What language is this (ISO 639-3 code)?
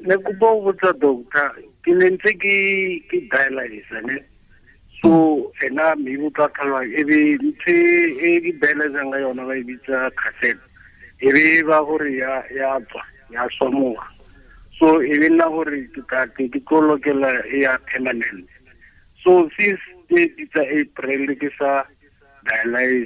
tsn